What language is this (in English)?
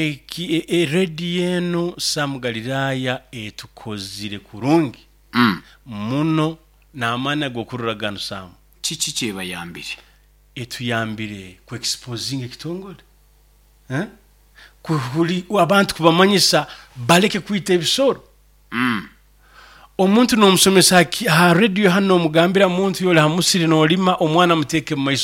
Nyoro